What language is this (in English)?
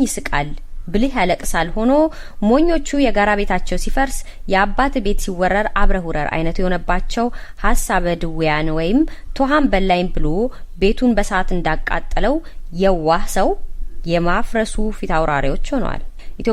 Amharic